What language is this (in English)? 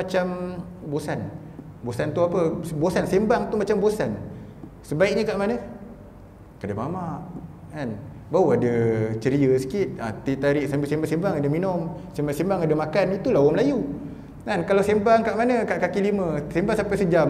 Malay